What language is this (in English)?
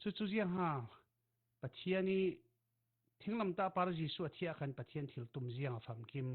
Falam Chin